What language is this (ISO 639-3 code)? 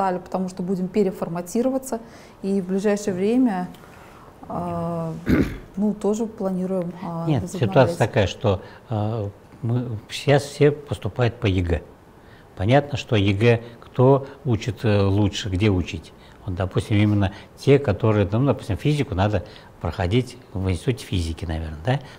rus